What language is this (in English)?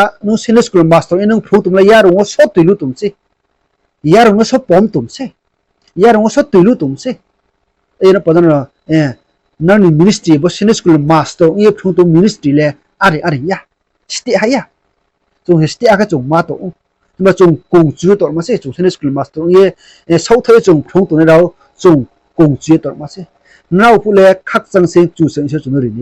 Riang (India)